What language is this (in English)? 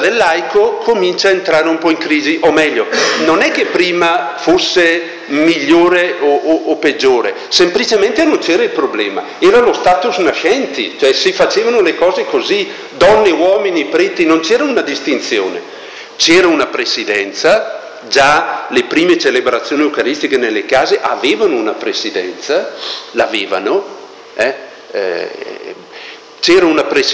Italian